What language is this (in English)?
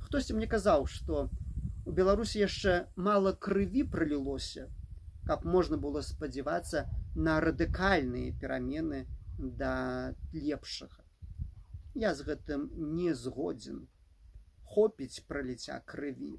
Belarusian